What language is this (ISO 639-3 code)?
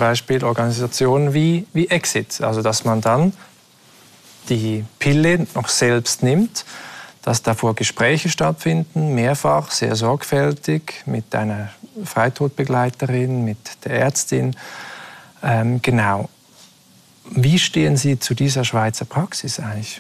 deu